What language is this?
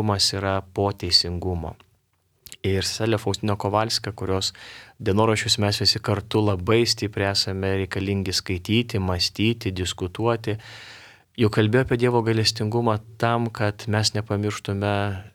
Lithuanian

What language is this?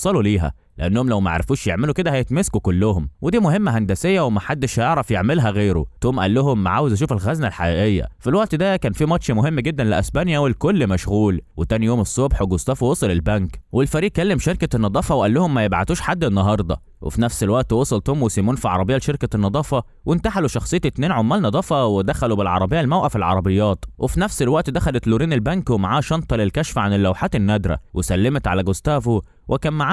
Egyptian Arabic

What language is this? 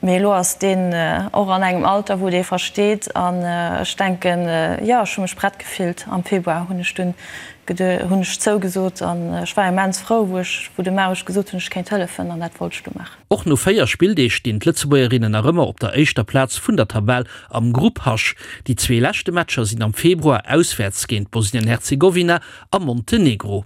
Luxembourgish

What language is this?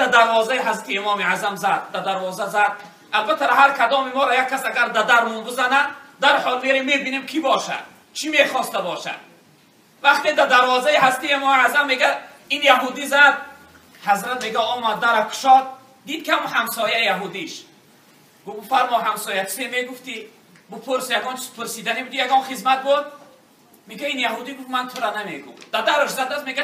Tajik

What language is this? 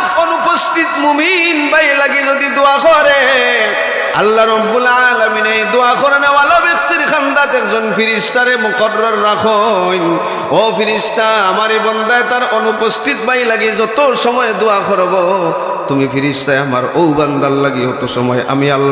Sylheti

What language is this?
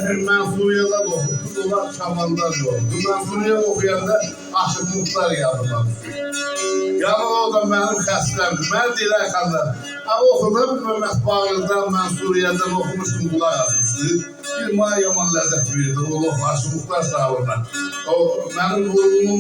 South Azerbaijani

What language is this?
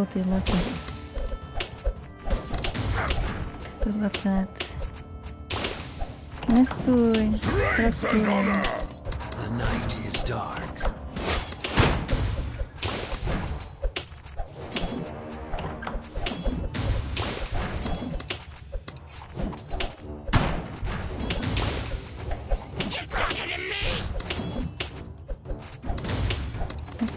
Czech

